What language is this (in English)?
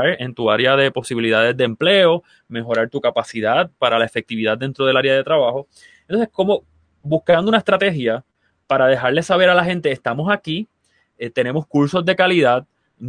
Spanish